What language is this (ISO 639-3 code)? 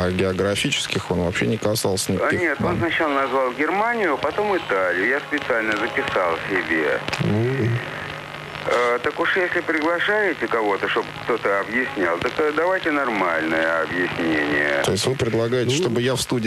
rus